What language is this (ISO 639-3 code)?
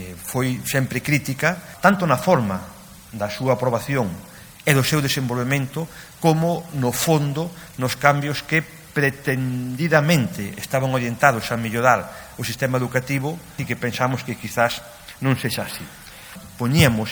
glg